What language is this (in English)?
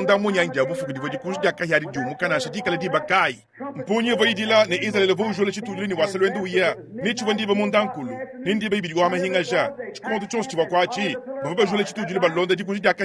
Luba-Lulua